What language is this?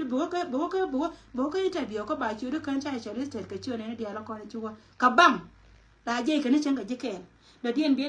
Nuer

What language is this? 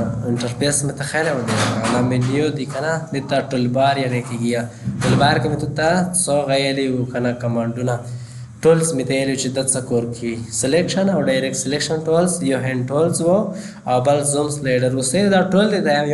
Pashto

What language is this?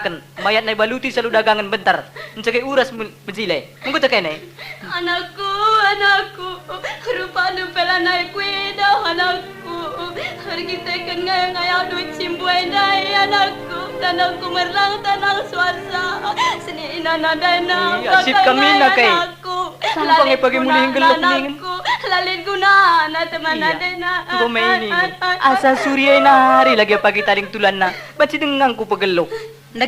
Batak Karo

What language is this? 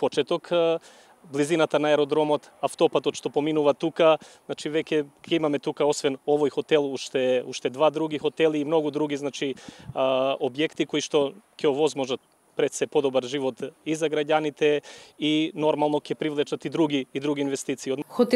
Macedonian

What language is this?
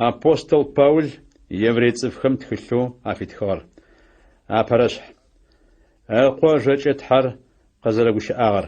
Adyghe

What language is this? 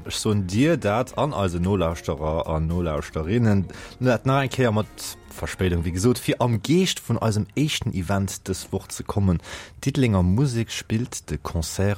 Luxembourgish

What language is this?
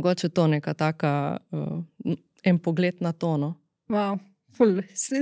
Slovenian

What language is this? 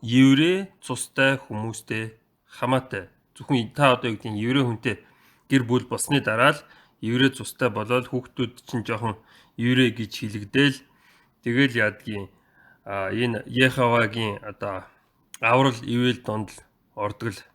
Mongolian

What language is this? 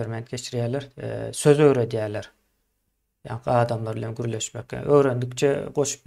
Turkmen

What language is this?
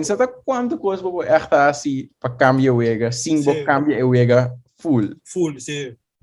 Papiamento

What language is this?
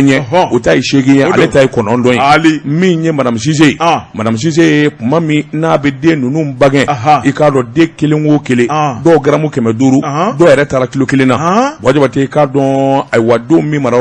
Bambara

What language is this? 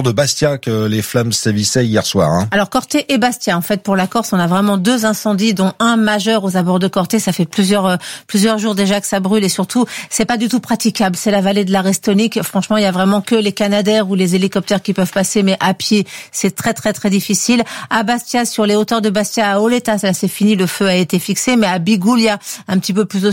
French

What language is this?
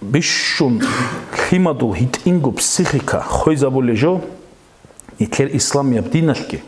Avaric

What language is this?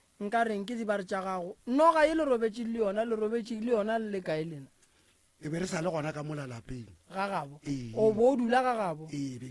Northern Sotho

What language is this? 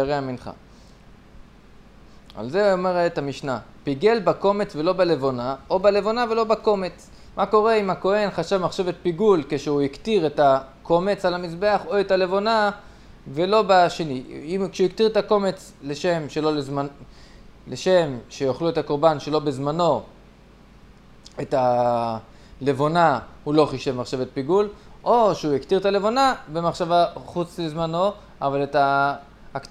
Hebrew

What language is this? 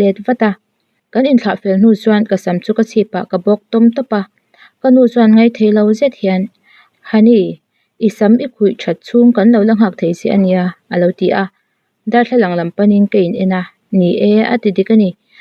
Mizo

